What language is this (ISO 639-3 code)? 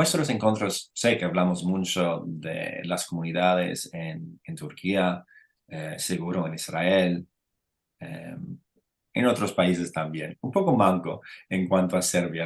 lad